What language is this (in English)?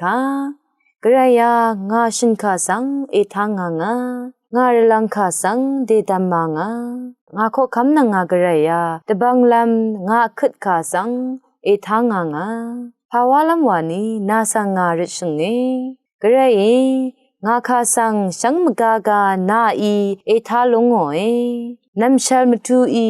Rawang